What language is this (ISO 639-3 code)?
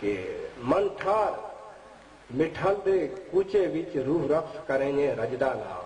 skr